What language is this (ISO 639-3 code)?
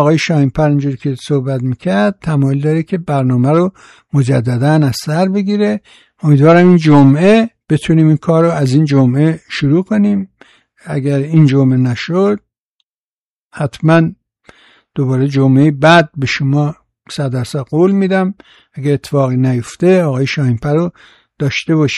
fas